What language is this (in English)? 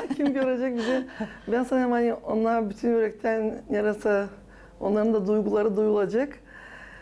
Gagauz